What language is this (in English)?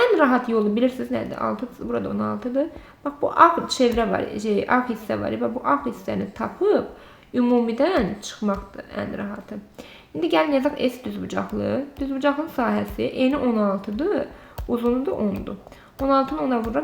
Azerbaijani